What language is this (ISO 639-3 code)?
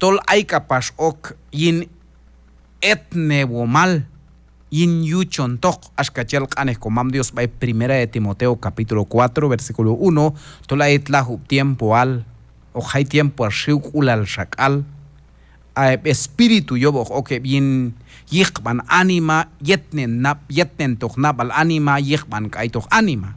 kjb